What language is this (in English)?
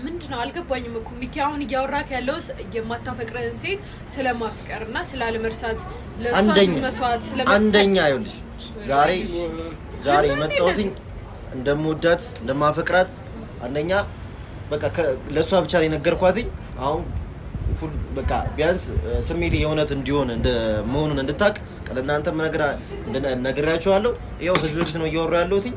Amharic